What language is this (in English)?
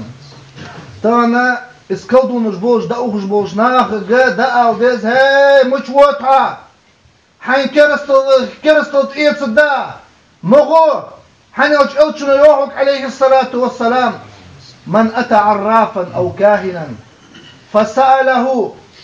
Ingush